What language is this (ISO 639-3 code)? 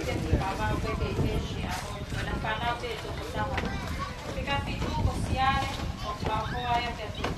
ton